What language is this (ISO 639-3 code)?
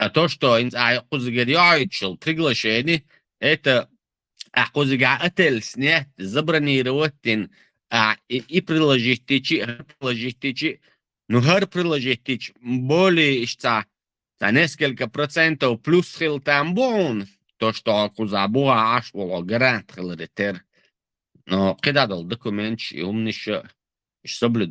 che